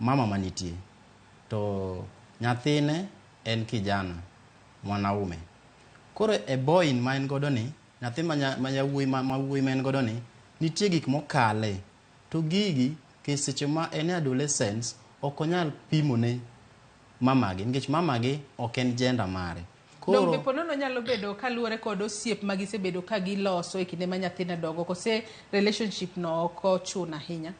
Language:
Luo (Kenya and Tanzania)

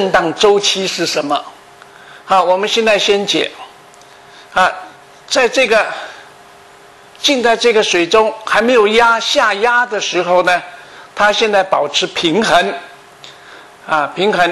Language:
Chinese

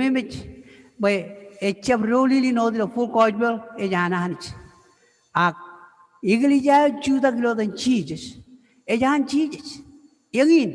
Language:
Marshallese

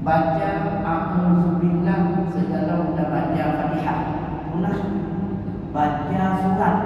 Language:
Achinese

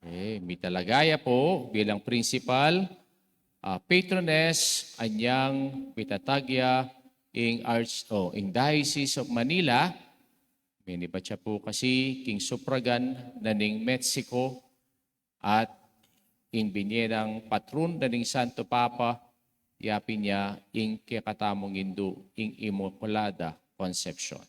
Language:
Pampanga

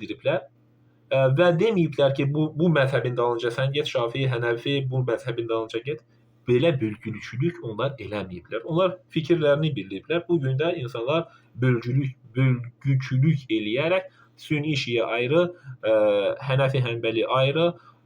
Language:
Azerbaijani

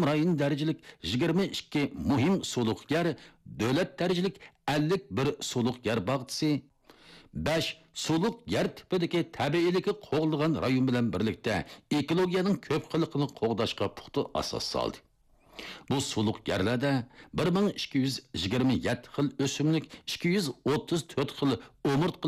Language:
Uyghur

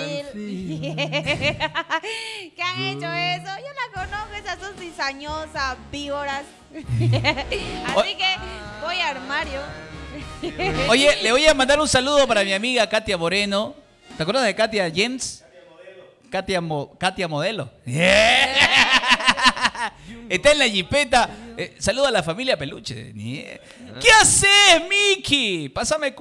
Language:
Spanish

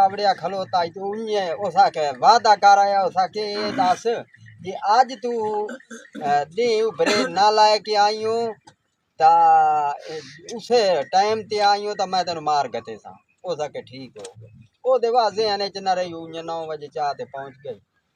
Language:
Saraiki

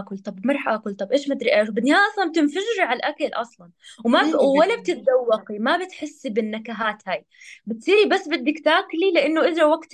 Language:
North Levantine Arabic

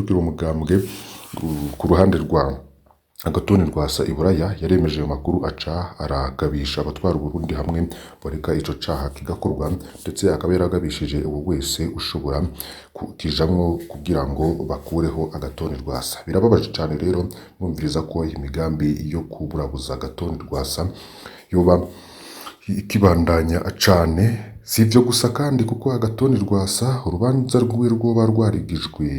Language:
Rundi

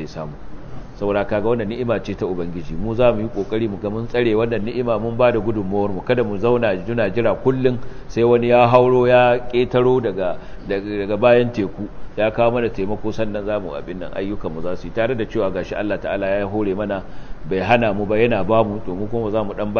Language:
Hausa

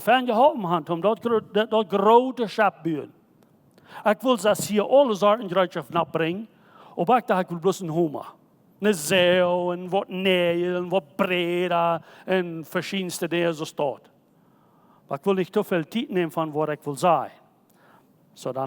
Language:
Plautdietsch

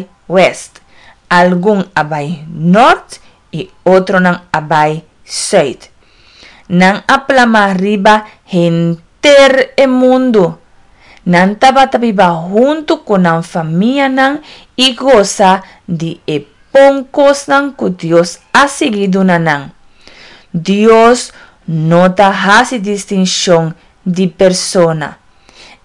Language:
Papiamento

